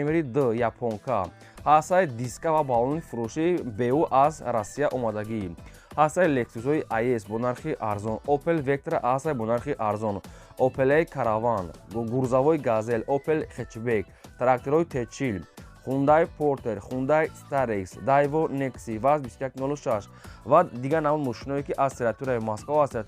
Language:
Tajik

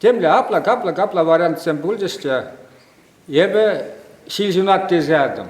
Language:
Chuvash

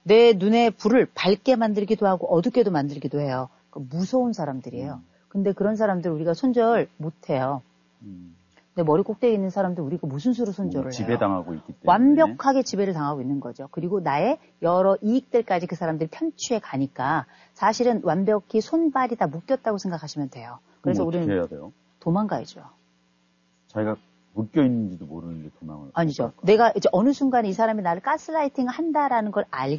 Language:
Korean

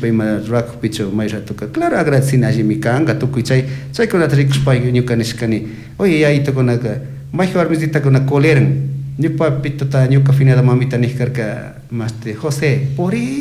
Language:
Chimborazo Highland Quichua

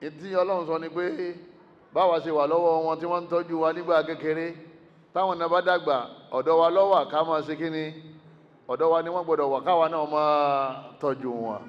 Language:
Yoruba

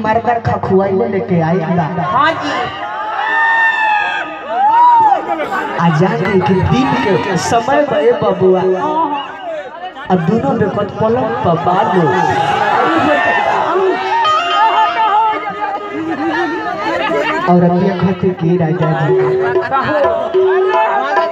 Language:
Bhojpuri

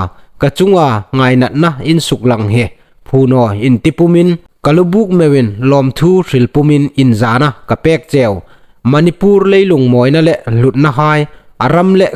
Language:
Hmar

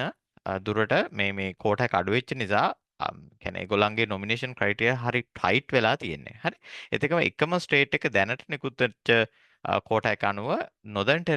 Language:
Sinhala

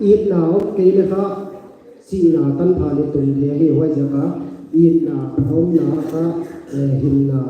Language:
Paite Chin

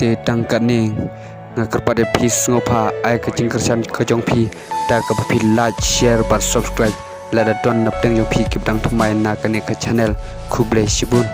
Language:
Khasi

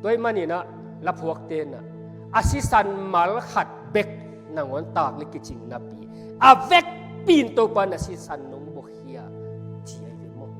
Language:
Tedim Chin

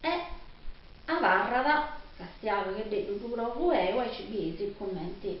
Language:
Sardinian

